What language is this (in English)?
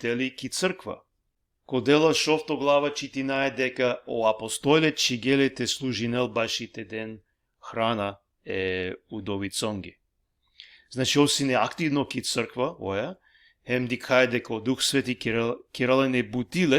Balkan Romani